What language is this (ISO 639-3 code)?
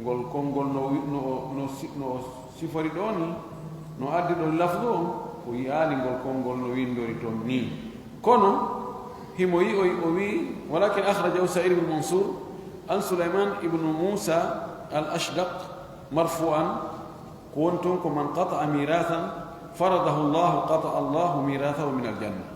ful